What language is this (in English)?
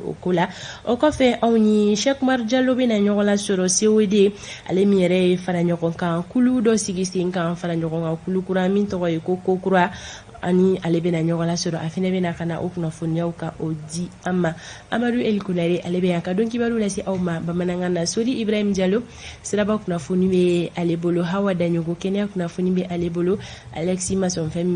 Bambara